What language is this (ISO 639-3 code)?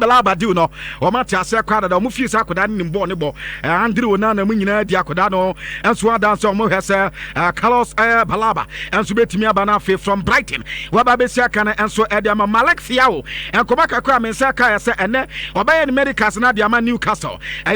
aka